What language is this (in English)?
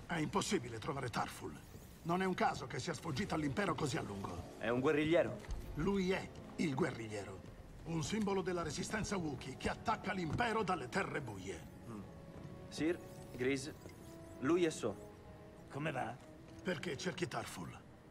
Italian